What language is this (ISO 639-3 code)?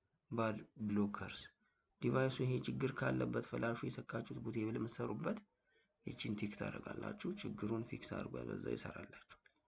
amh